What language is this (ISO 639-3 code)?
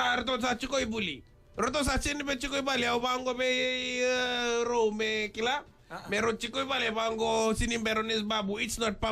fij